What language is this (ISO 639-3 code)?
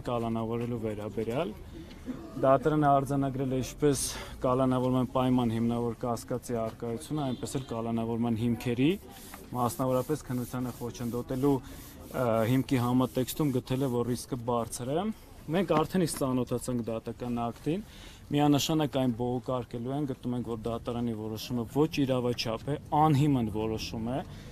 hye